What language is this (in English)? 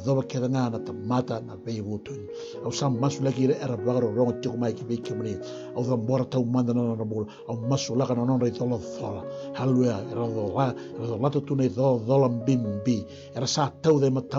Fijian